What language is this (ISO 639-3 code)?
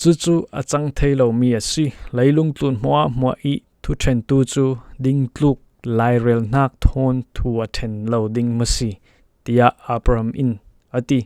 cfm